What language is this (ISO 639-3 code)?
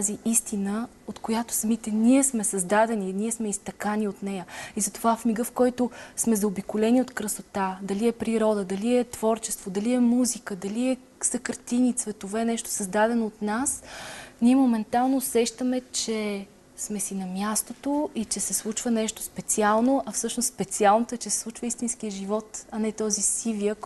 bul